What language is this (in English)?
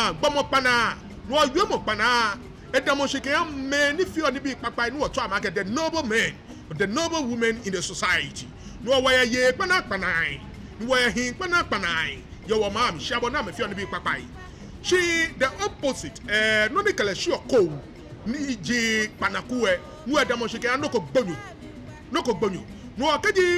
Ga